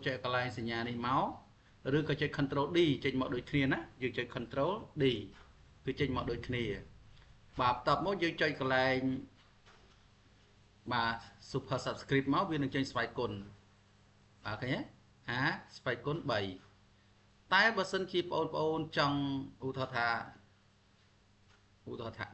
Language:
Khmer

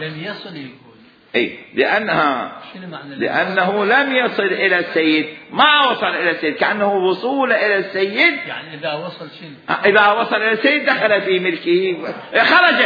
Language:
Mesopotamian Arabic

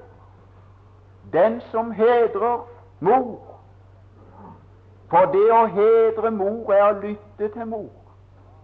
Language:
Norwegian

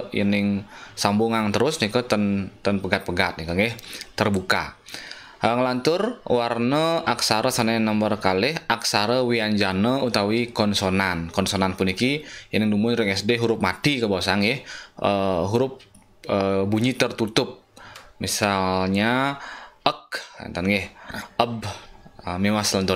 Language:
Balinese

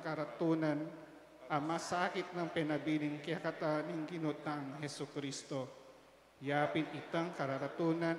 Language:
Pampanga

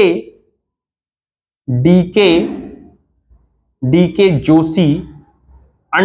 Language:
Hindi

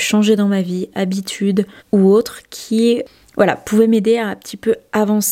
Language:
French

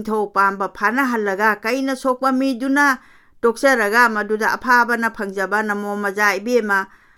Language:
Manipuri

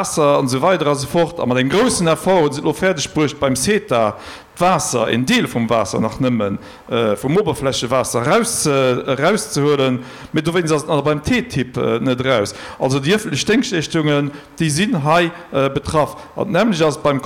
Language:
Luxembourgish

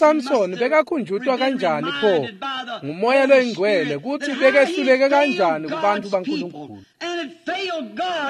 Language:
Swati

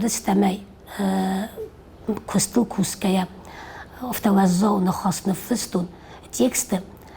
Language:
Ossetic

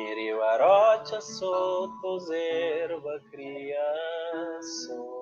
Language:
Kabuverdianu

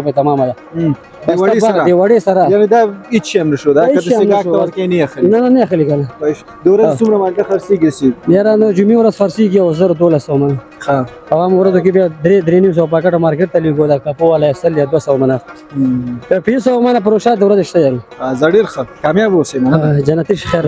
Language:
Pashto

